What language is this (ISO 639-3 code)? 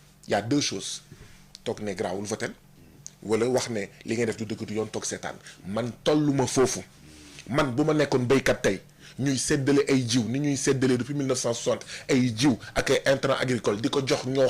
wol